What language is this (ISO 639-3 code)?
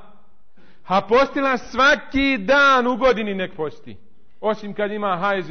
bos